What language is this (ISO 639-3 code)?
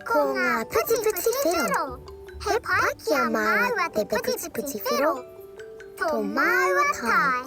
mri